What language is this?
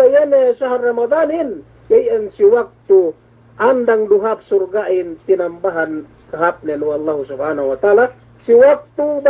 Yakan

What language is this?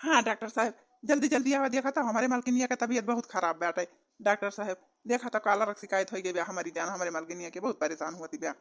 Awadhi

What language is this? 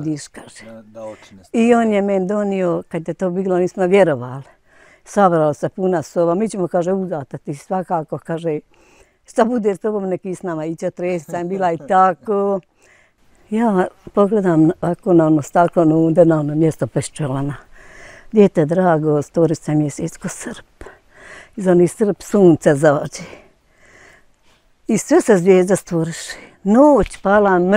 Bosnian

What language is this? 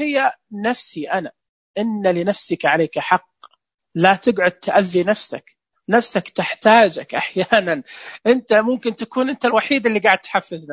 Najdi Arabic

